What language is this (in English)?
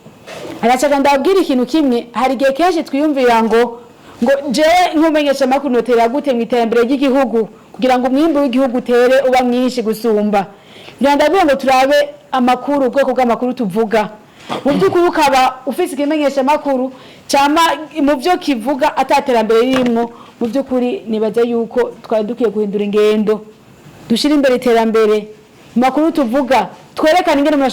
Rundi